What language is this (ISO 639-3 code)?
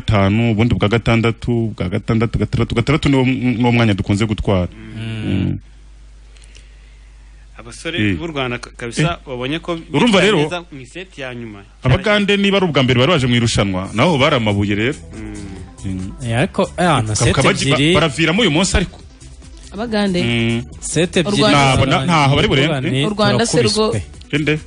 kin